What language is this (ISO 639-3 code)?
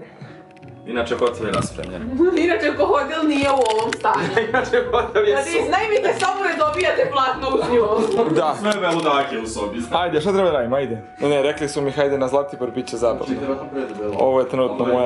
srp